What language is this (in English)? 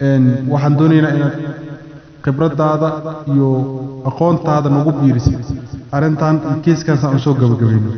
Somali